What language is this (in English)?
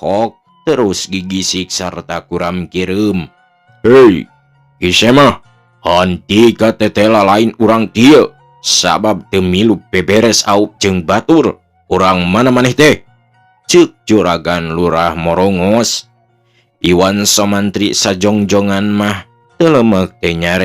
Sundanese